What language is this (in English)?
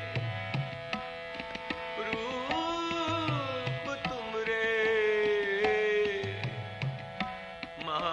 Hindi